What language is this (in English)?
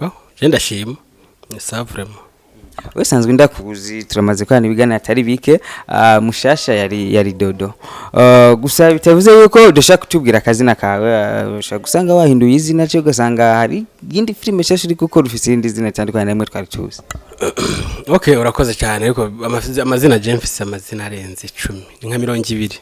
Rundi